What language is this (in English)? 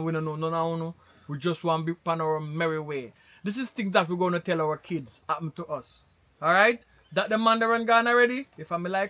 Jamaican Creole English